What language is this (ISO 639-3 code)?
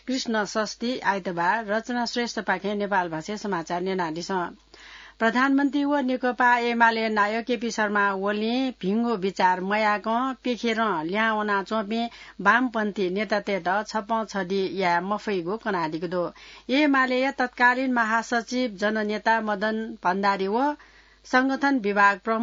new